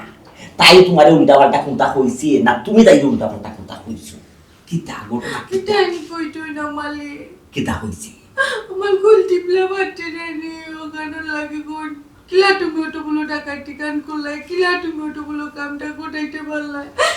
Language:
Sylheti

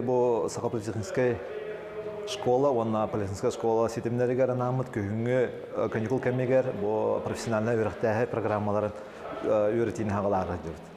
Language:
Yakut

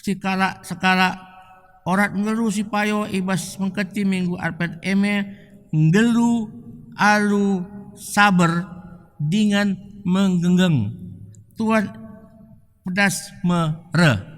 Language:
Batak Karo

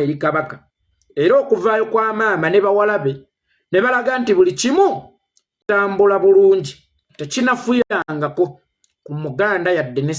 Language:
Ganda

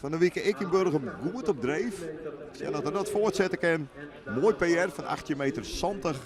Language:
Western Frisian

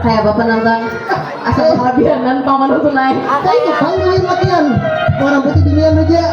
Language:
Banjar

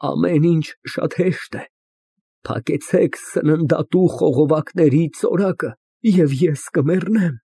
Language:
Armenian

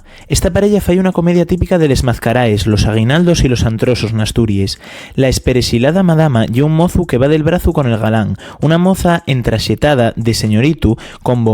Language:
Asturian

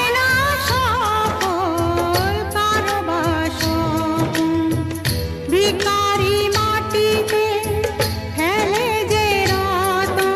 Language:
Bangla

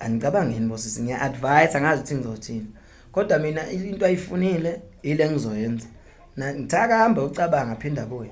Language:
Zulu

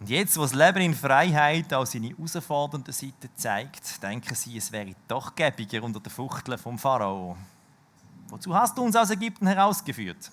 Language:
Swiss German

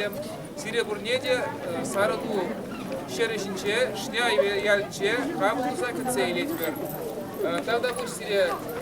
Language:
Chuvash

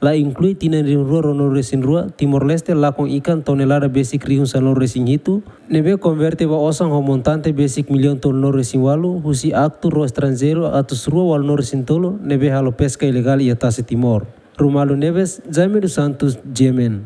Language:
Tetum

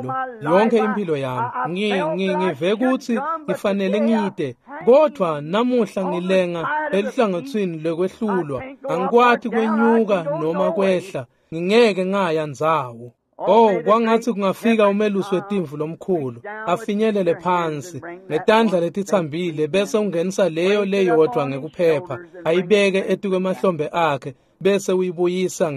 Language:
Swati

